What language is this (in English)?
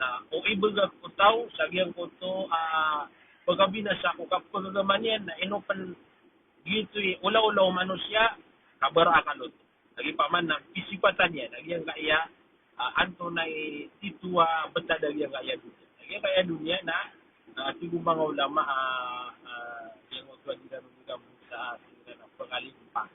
Maranao